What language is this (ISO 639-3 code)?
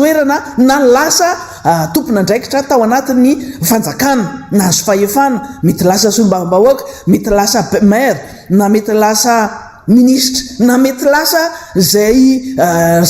mlg